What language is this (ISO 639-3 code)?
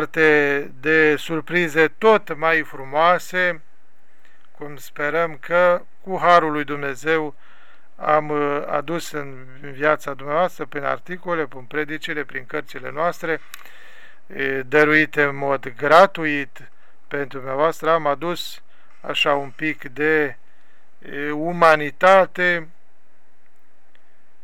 ron